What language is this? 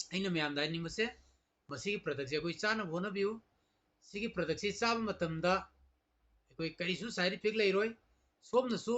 Manipuri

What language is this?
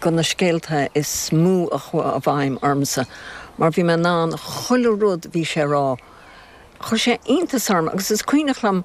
Irish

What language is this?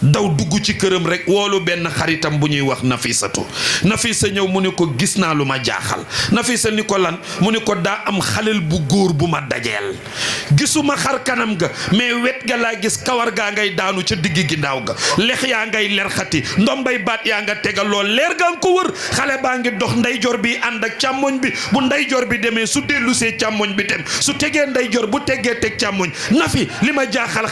Wolof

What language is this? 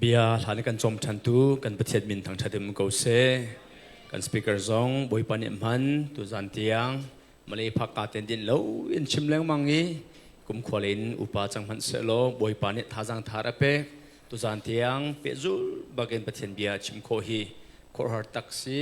Hakha Chin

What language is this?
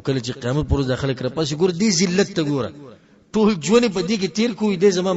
Pashto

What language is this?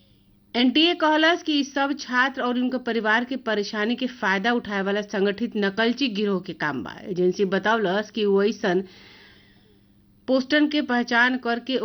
Bhojpuri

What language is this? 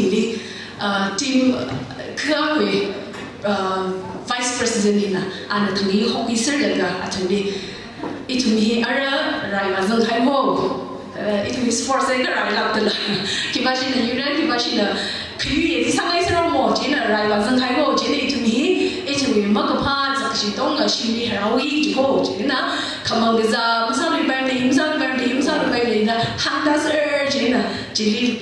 Tangkhul Naga (India)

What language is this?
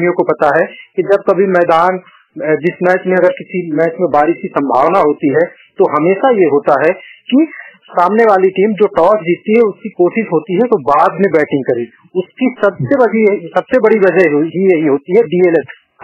Hindi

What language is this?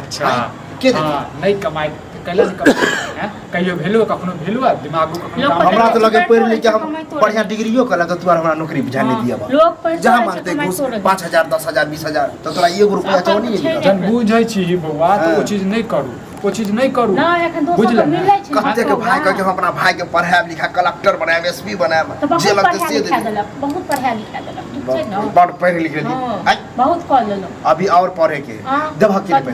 Maithili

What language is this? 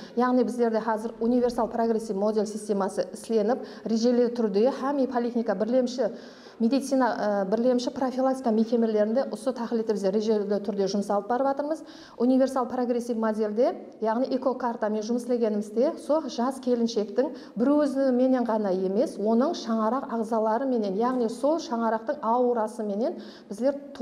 Kara-Kalpak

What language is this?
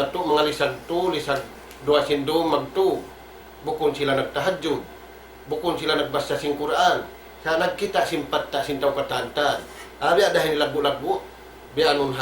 Tausug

